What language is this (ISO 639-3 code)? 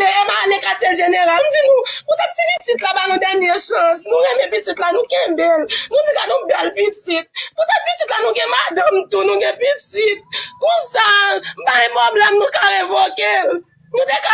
hat